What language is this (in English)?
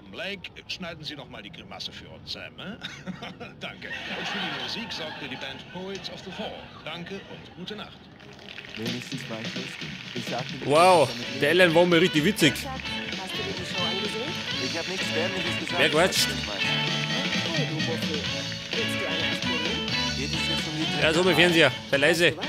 Bavarian